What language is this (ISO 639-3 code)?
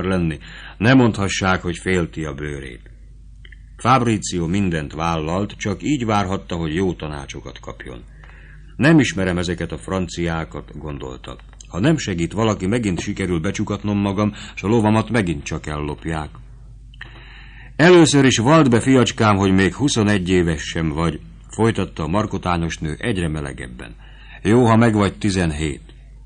hun